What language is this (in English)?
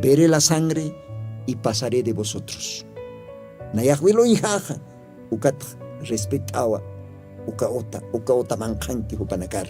Aymara